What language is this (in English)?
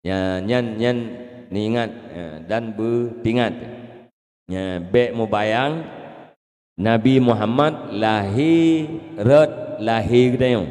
Achinese